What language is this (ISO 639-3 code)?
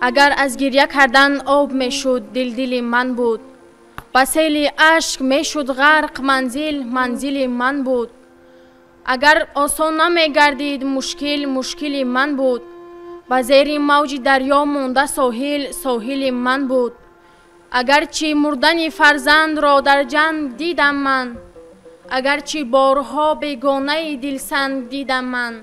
tgk